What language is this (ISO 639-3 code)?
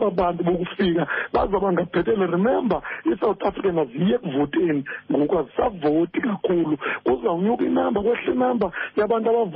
xho